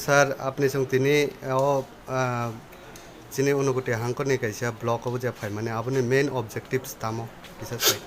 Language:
Kok Borok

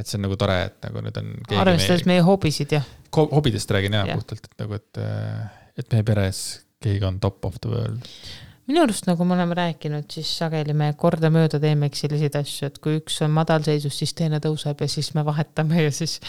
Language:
Estonian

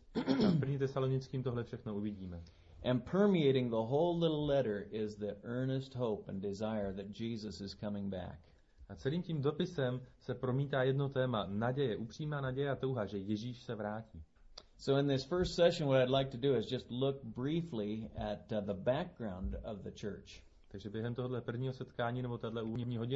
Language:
Czech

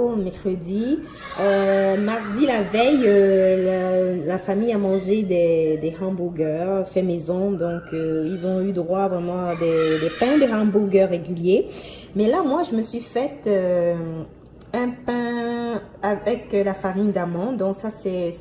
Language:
French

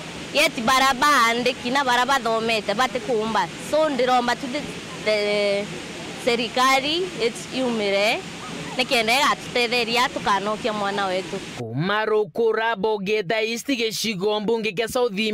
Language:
Meru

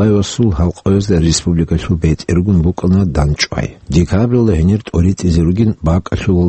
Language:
Avaric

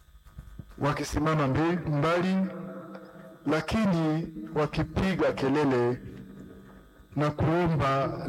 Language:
Swahili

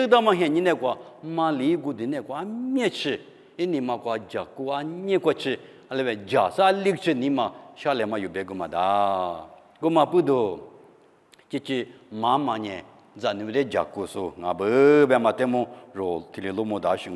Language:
Lisu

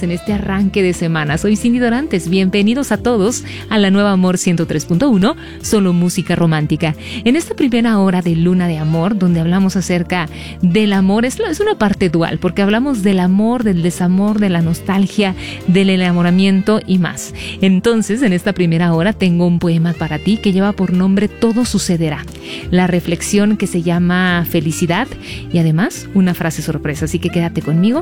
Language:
Spanish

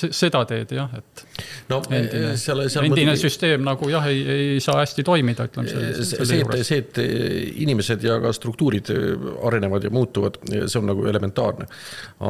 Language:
Estonian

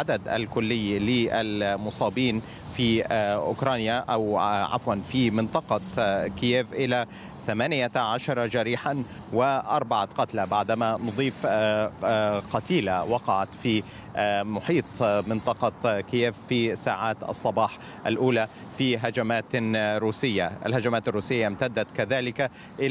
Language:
Arabic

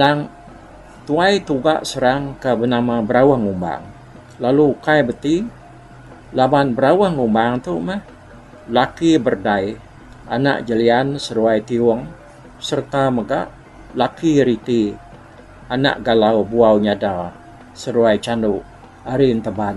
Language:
Iban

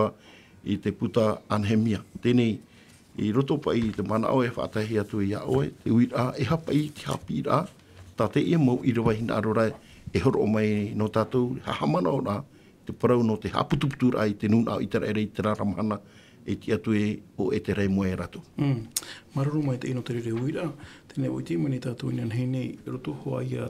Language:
Tahitian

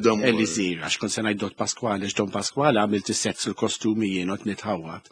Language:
Maltese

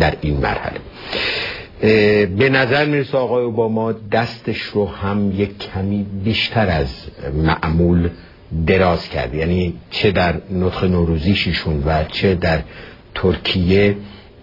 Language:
Persian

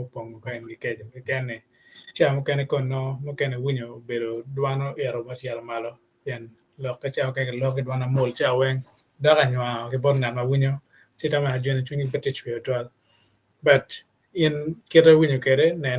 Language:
Acoli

